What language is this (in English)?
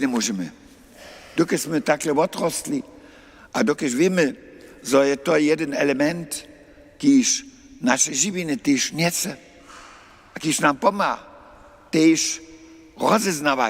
Upper Sorbian